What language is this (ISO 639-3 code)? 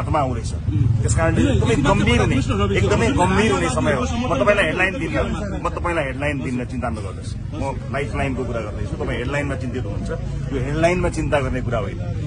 nep